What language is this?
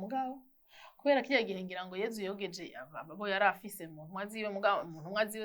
Rundi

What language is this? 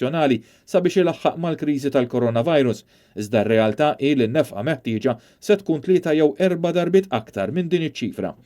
Maltese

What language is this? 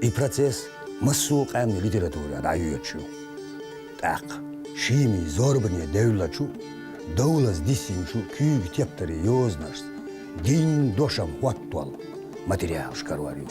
Chechen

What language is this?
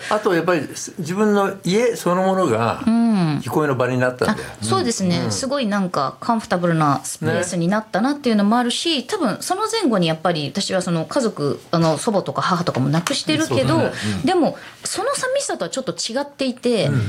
Japanese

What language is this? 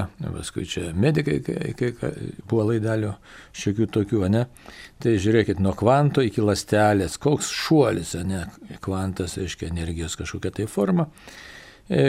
Lithuanian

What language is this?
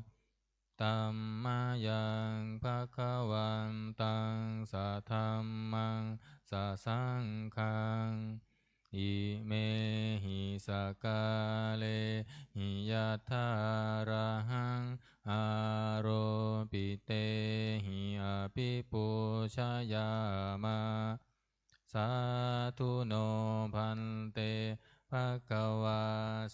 Pali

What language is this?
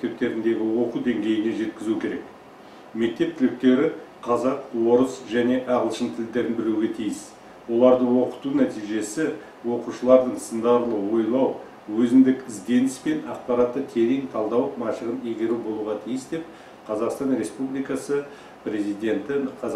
Kazakh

